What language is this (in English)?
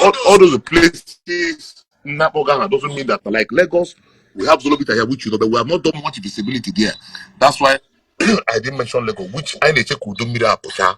Igbo